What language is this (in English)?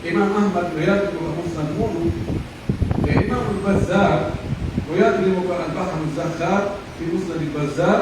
Pular